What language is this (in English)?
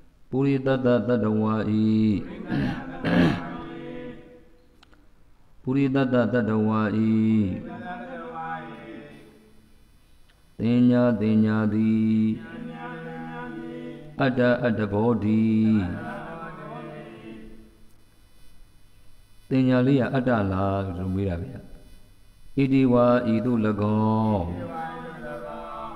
Burmese